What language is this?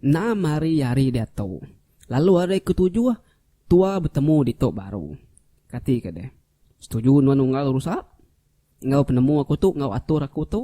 Iban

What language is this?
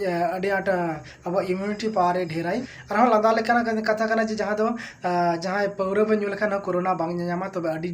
Santali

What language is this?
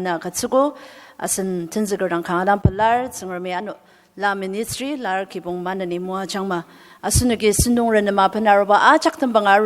Ao Naga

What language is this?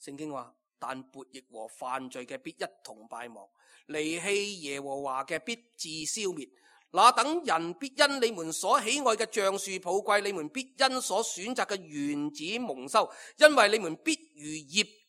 Cantonese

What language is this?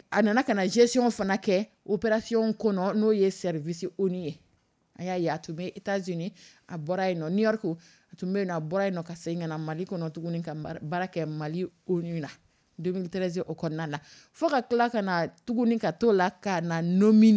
Dyula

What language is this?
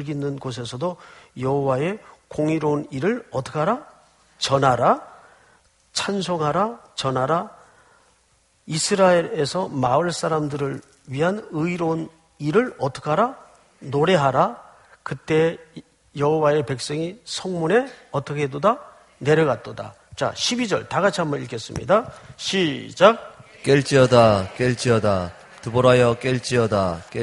Korean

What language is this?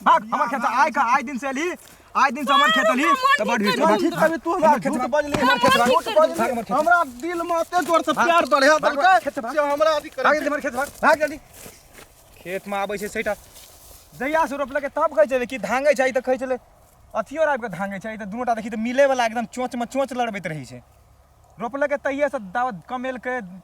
Maithili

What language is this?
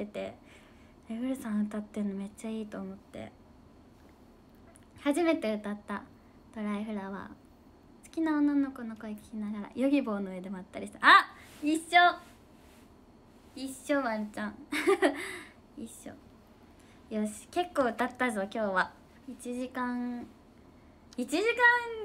Japanese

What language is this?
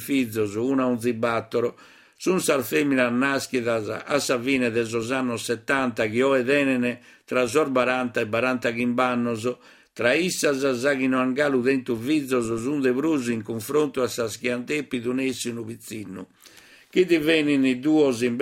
Sardinian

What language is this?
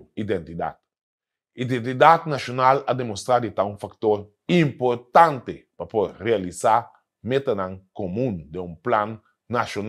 Papiamento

